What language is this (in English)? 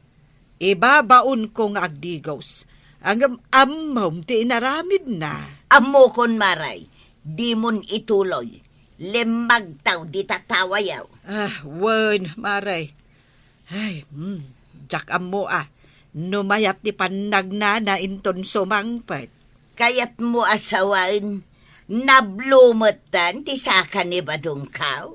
Iloko